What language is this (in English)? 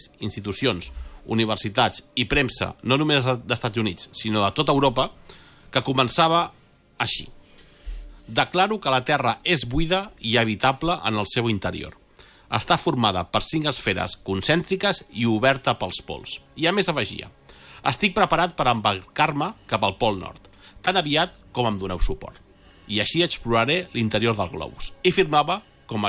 Catalan